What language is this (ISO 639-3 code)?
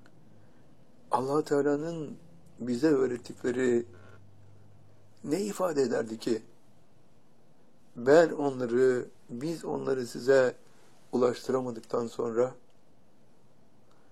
tur